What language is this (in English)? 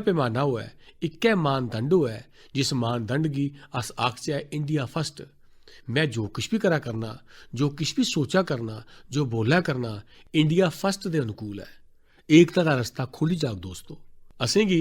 Dogri